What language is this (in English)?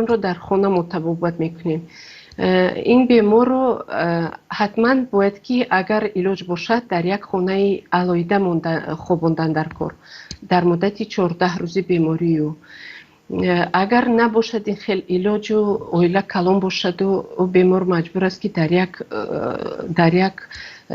Tajik